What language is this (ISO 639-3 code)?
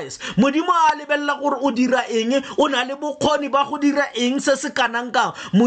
tsn